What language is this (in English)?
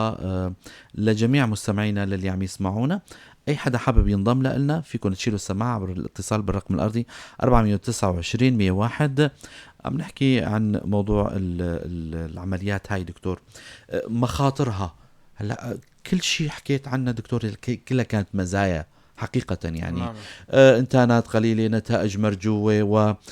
North Levantine Arabic